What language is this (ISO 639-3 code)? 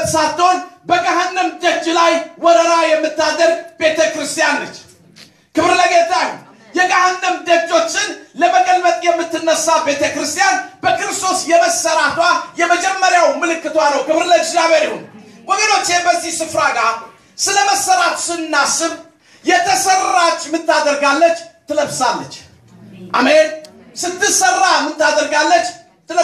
amh